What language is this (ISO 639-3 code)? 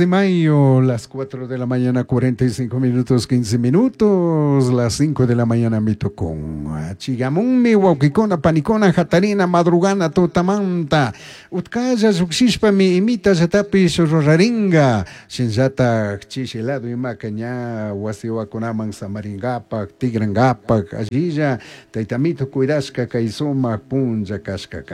qug